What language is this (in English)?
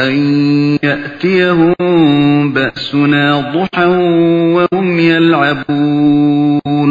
Uyghur